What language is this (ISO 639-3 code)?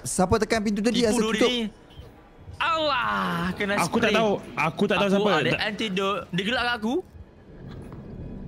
msa